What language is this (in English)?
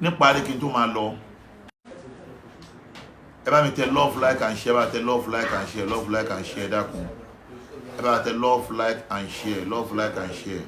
Yoruba